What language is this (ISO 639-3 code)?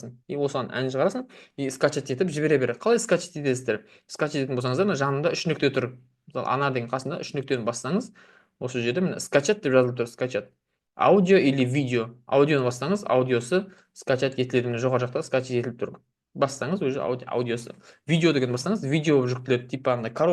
kaz